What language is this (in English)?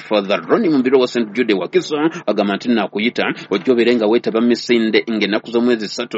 Ganda